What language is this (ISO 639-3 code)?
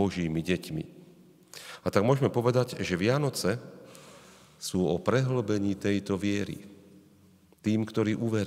slk